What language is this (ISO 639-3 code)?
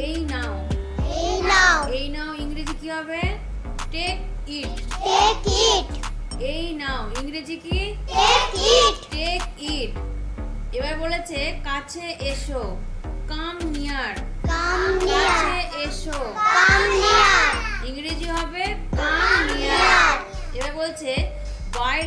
ben